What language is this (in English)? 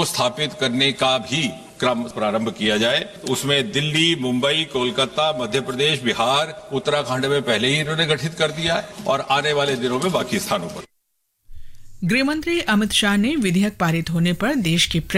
Hindi